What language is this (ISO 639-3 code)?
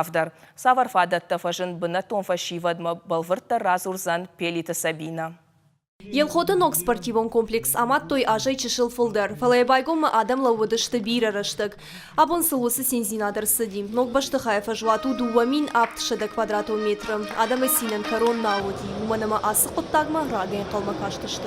oss